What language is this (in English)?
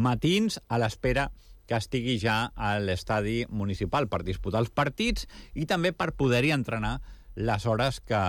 Catalan